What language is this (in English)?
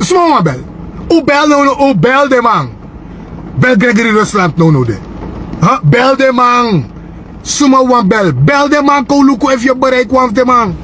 Sranan Tongo